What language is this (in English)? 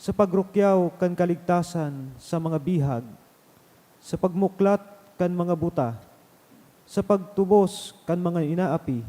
Bikol